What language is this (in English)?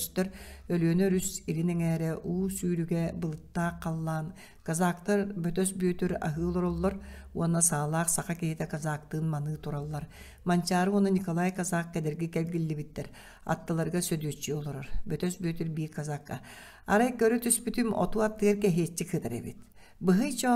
Yakut